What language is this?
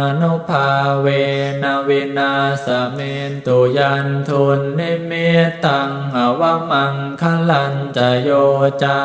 Pali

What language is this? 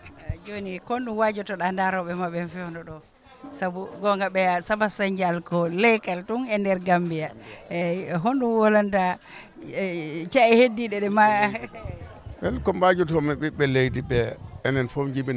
Fula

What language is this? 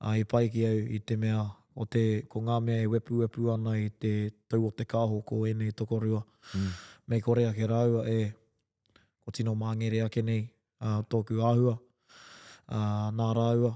Māori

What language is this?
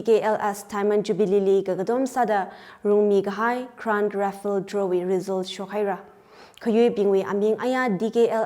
Tangkhul Naga (India)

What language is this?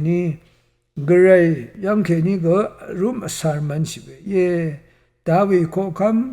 Rawang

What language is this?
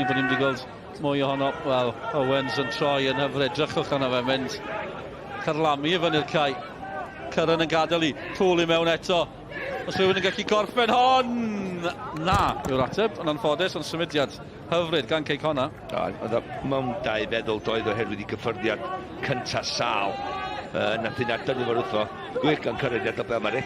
Welsh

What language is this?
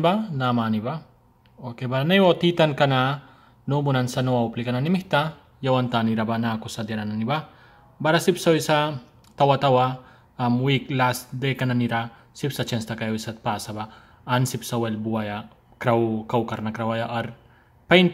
Mískito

